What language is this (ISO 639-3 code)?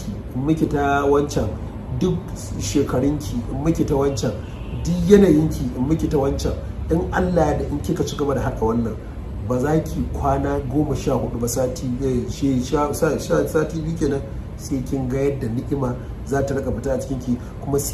hau